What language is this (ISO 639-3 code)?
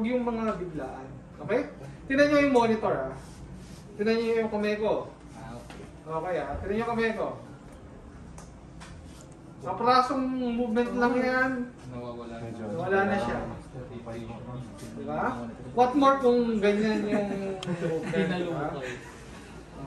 fil